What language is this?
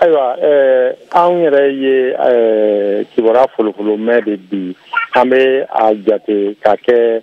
Bambara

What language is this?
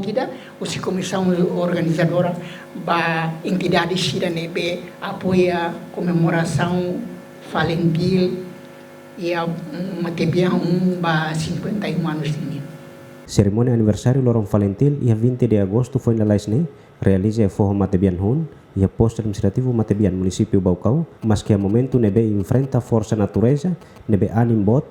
Tetum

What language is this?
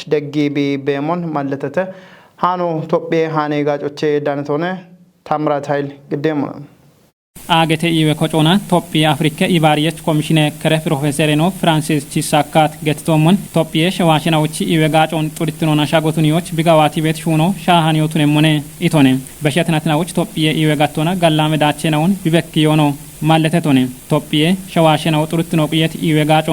Kafa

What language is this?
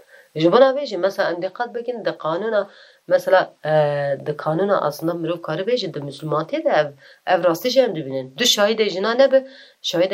Kurdish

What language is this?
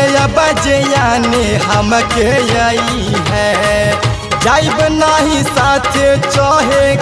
Bhojpuri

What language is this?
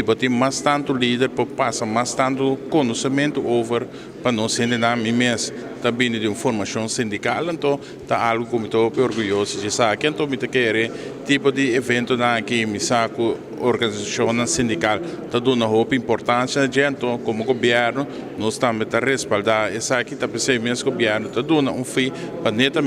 Papiamento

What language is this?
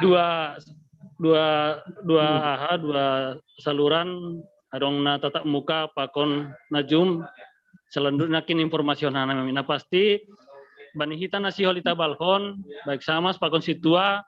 Batak Simalungun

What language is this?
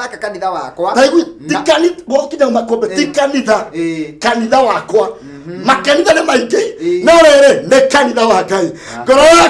Kikuyu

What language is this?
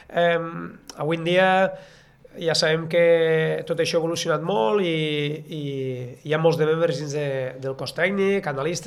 Catalan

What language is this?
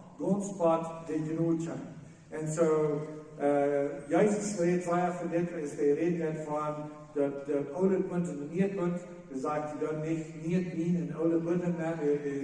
Plautdietsch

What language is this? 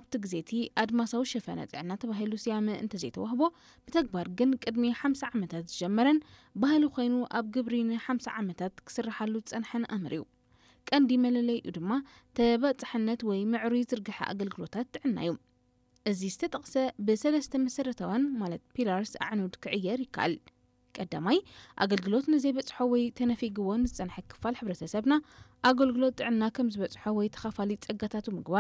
Tigrinya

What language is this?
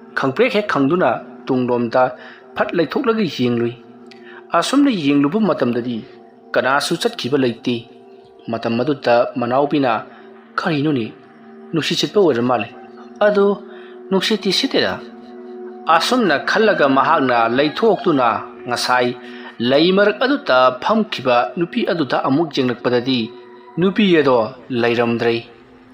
Manipuri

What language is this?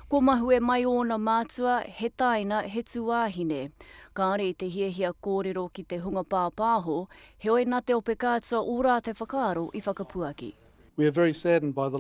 Māori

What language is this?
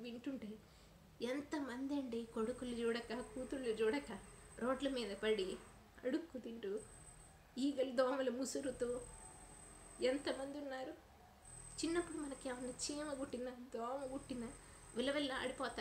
Telugu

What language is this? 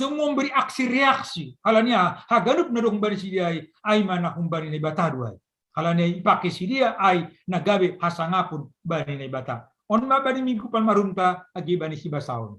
Batak Simalungun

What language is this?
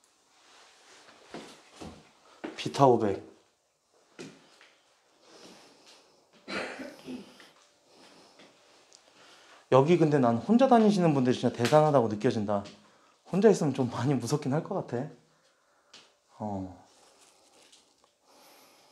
Korean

